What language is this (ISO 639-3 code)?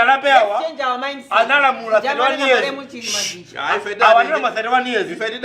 nya